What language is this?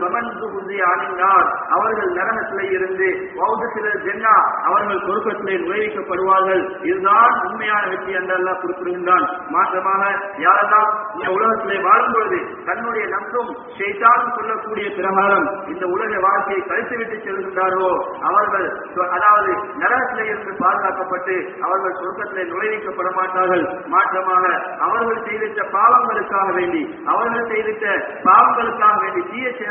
Tamil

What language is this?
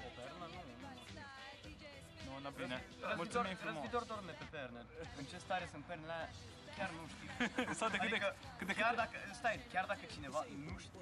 Romanian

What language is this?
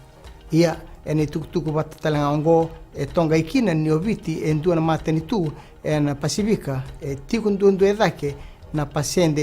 Fijian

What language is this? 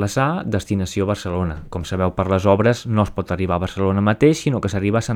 Catalan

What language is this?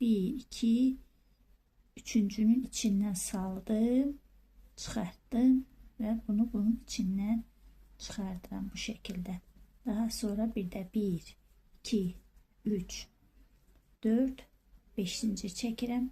Azerbaijani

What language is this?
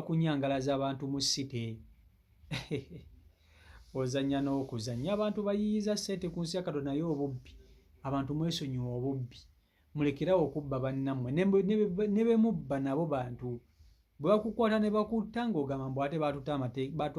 Ganda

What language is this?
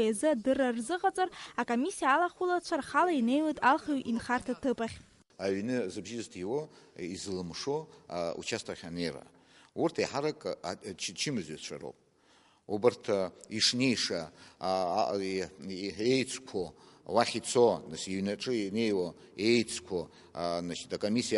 Abkhazian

